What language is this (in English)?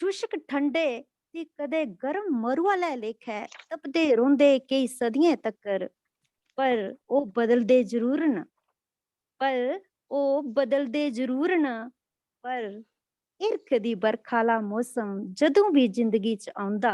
Dogri